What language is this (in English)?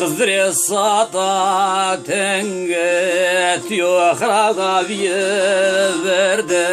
Zaza